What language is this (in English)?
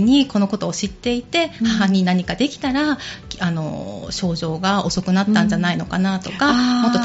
Japanese